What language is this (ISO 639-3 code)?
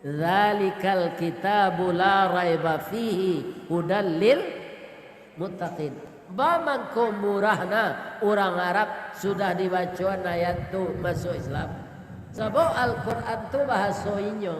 min